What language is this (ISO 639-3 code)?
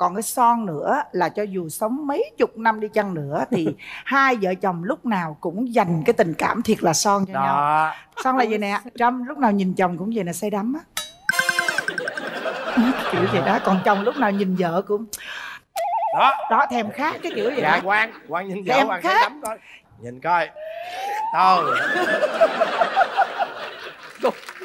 vie